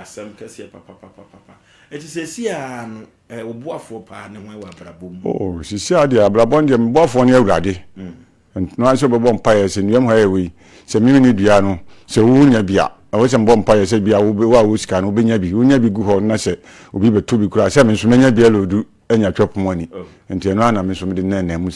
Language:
Akan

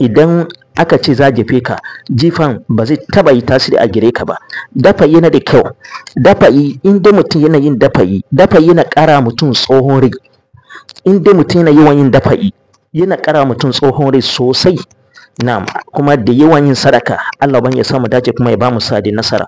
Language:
Hausa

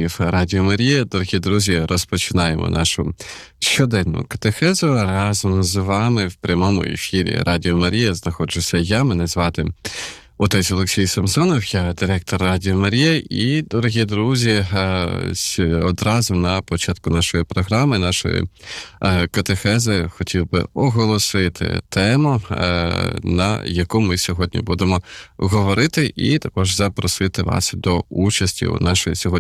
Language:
Ukrainian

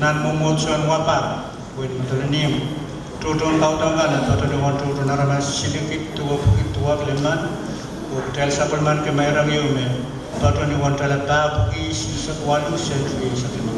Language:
Pohnpeian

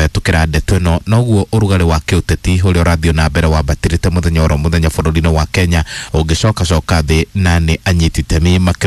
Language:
Kikuyu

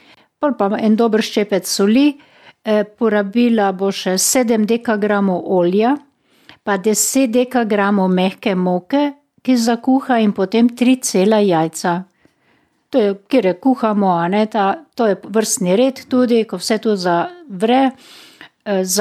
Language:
Slovenian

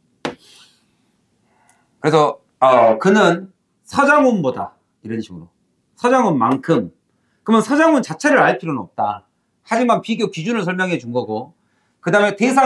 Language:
Korean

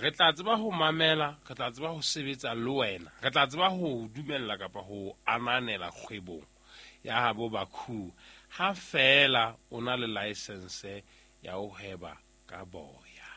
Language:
Southern Sotho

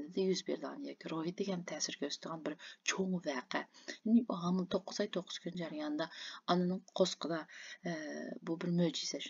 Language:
Uyghur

